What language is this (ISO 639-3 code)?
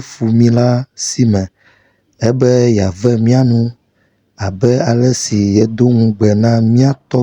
ewe